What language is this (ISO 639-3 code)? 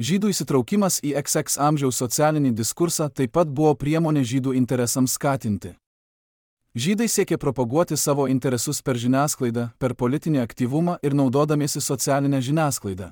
lit